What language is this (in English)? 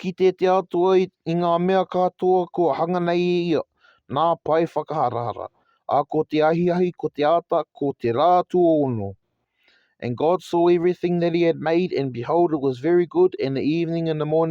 Māori